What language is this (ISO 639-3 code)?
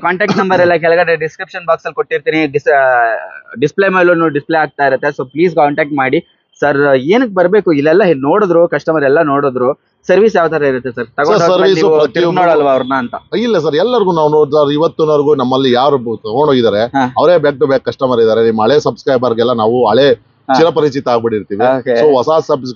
kan